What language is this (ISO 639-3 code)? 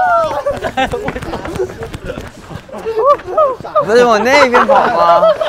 zho